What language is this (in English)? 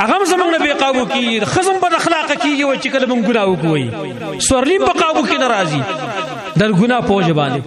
Pashto